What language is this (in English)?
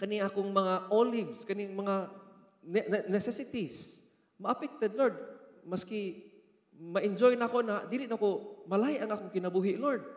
Cebuano